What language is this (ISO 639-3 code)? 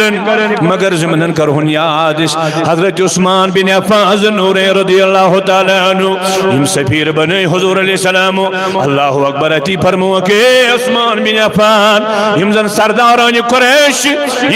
kas